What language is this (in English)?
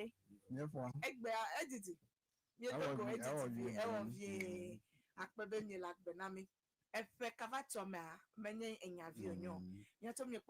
Ewe